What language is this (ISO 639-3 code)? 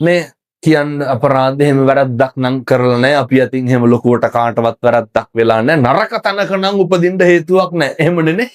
sin